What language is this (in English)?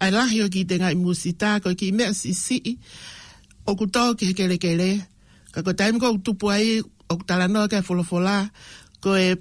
Tongan